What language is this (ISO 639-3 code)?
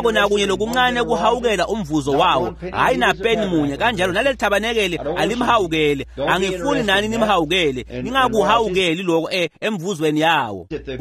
ssw